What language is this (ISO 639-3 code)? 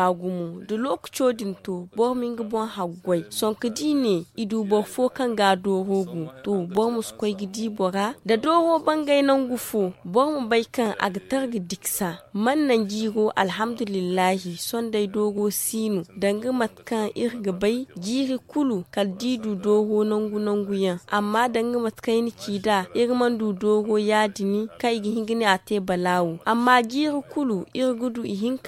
dje